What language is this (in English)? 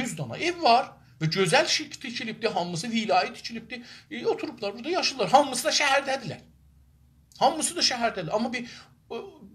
South Azerbaijani